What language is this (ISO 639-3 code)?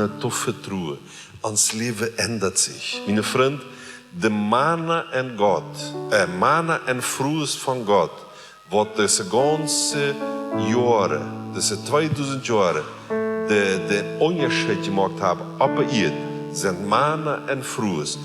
pdt